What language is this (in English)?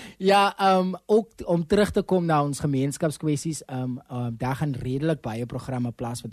Afrikaans